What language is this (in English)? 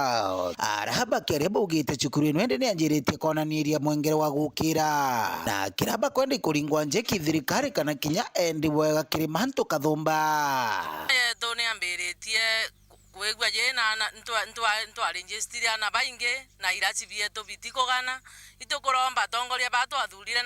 Meru